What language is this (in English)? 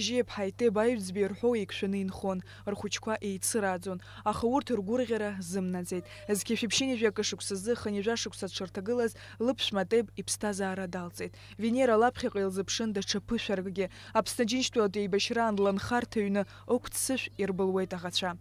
Abkhazian